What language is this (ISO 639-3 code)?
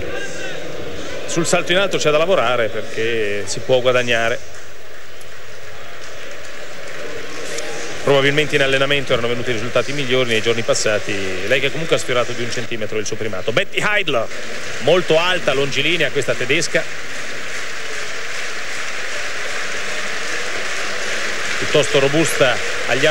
ita